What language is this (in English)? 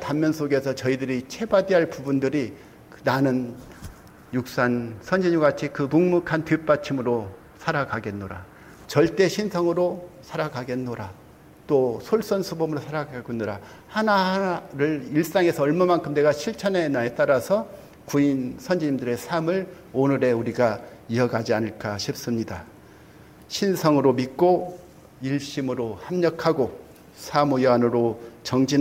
Korean